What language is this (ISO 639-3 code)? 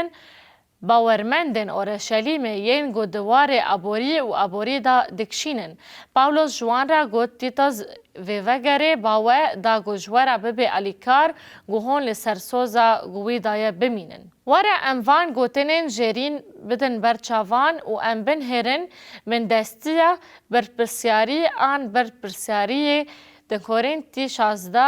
kur